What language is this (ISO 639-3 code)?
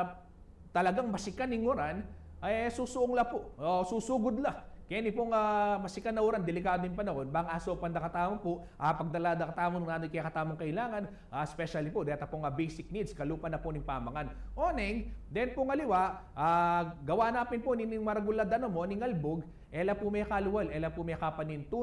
pam